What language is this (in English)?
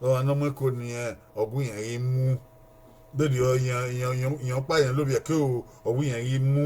Bini